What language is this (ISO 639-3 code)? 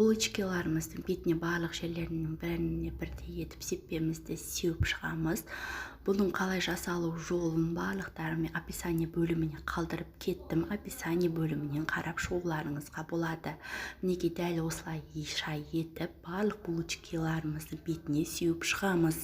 kaz